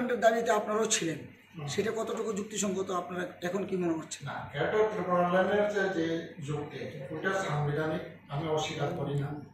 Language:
Bangla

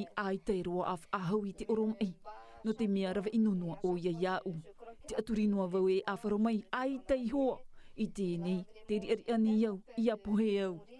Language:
Tahitian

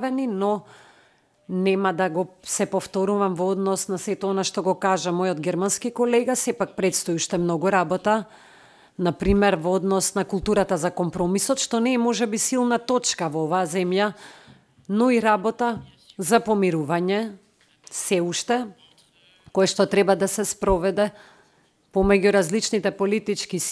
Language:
Macedonian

